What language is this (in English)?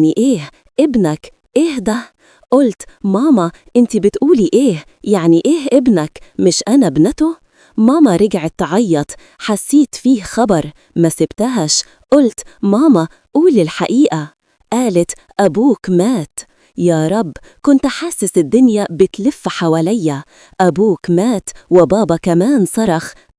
Egyptian Arabic